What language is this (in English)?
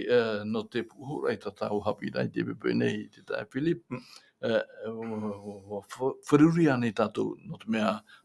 Tahitian